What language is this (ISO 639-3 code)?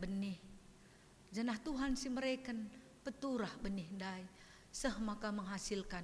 btx